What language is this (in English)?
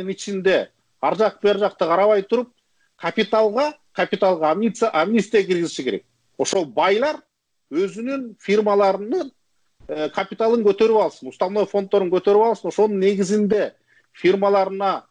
Kyrgyz